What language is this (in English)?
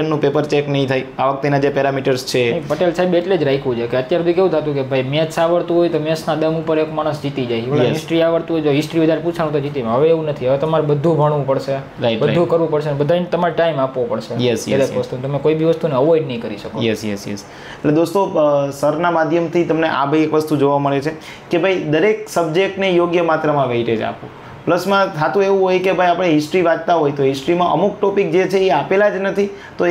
Gujarati